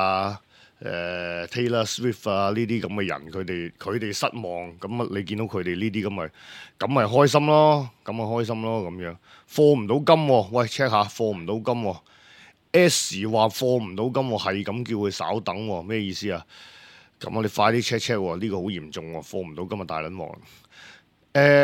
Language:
Cantonese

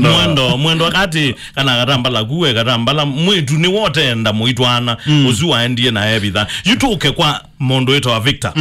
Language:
Kamba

